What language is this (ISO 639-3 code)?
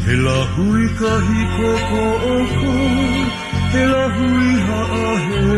haw